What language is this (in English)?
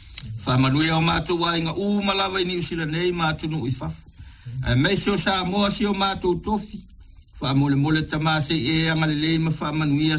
Samoan